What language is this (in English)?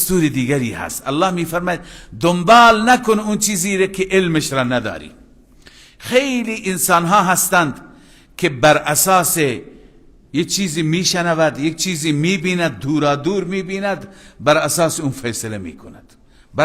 Persian